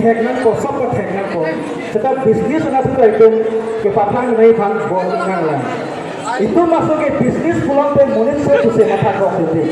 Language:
Karbi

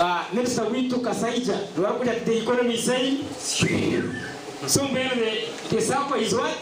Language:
Nyankole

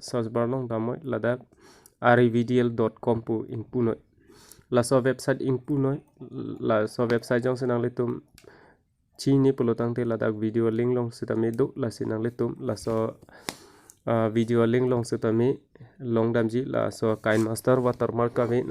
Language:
Karbi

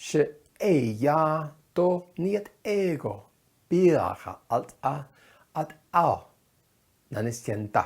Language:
Navajo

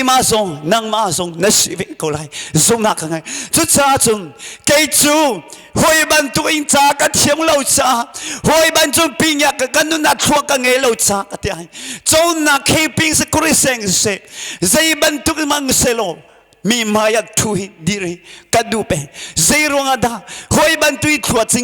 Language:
Hakha Chin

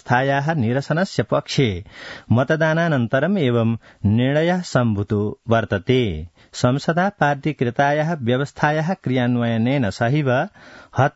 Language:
Sanskrit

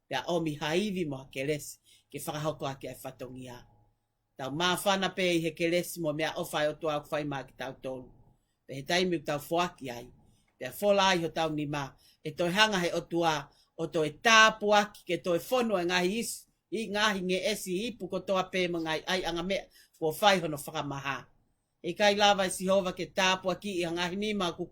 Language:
Tongan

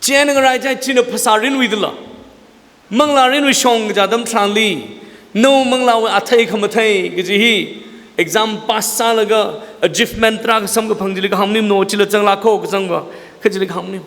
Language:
Tangkhul Naga (India)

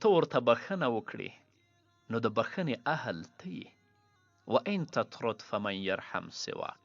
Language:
Pashto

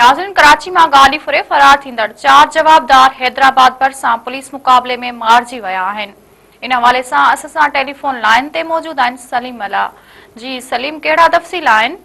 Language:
Sindhi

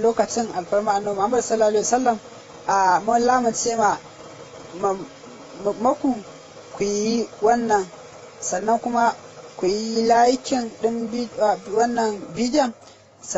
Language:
Hausa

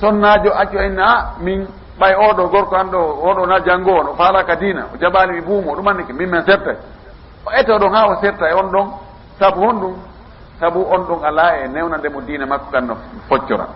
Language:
Fula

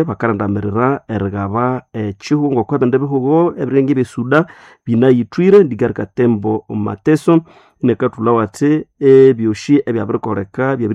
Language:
Nande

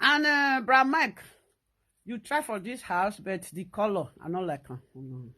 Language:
Nigerian Pidgin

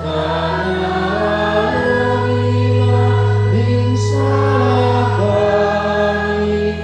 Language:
Batak Karo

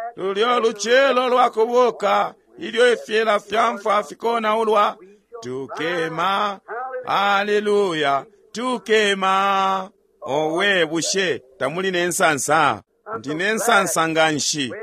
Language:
Bemba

